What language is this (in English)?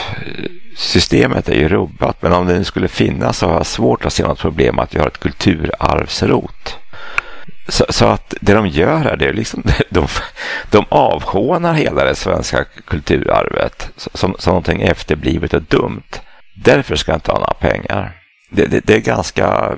Swedish